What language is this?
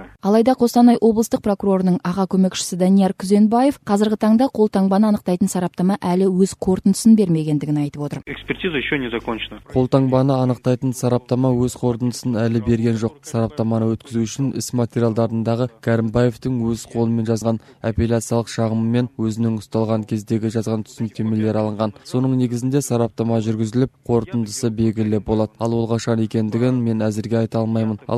Kazakh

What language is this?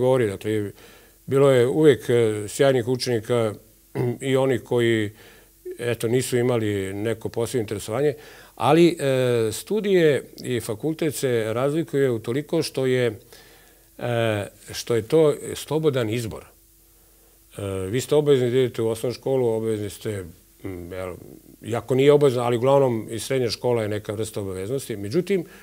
Serbian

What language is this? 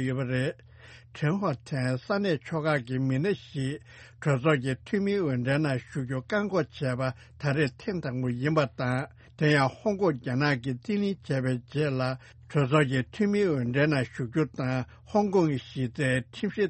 Tibetan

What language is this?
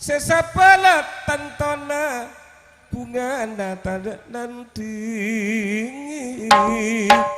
Madurese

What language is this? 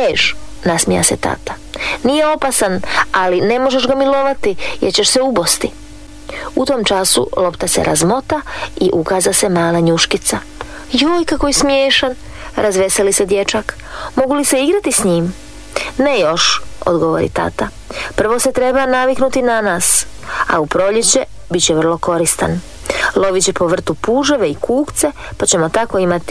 Croatian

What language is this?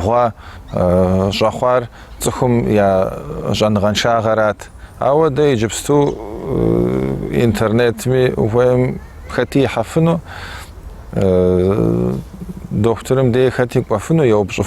Kabardian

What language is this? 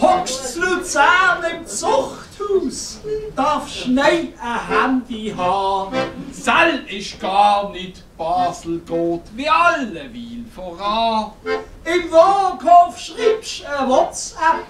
Swiss German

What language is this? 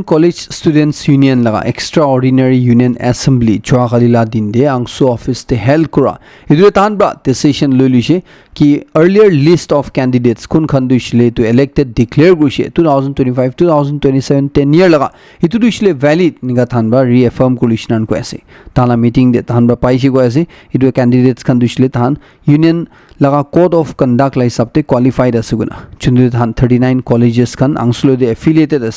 Naga Pidgin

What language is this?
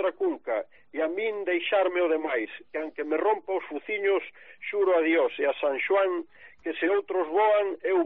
Galician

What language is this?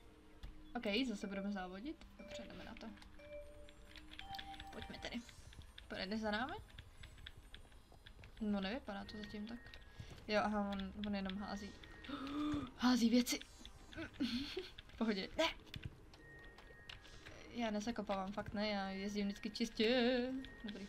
Czech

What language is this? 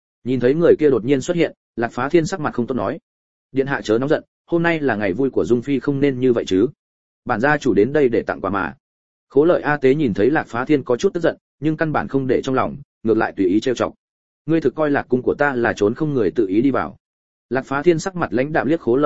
Vietnamese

